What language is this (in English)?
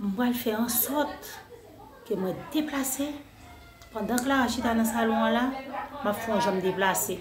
Haitian Creole